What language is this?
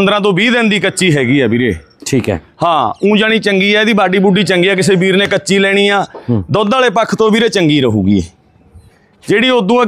Punjabi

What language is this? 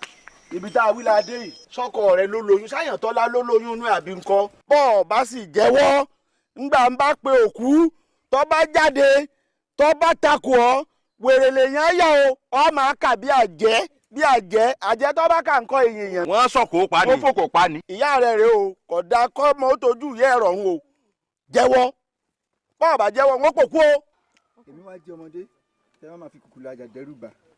Yoruba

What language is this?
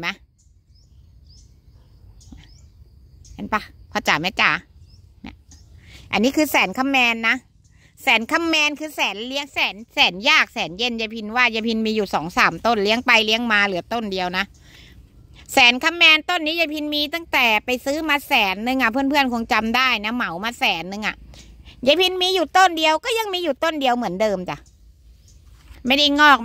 Thai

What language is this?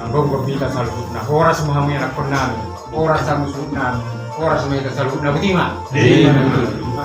Batak Toba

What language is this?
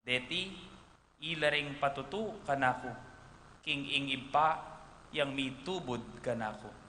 Pampanga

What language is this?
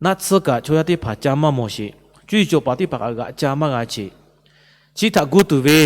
Lahu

